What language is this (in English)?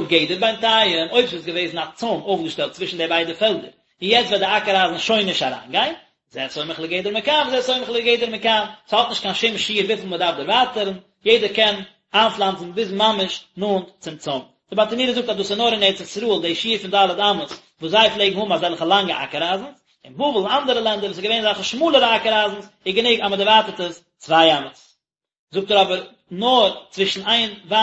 Yiddish